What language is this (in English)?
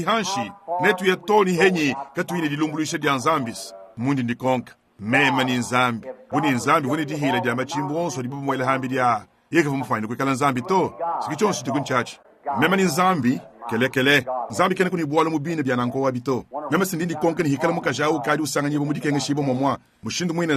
Luba-Lulua